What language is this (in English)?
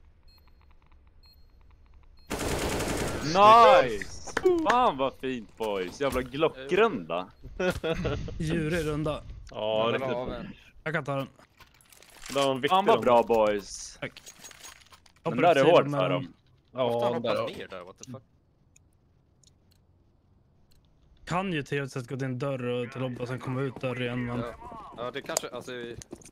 Swedish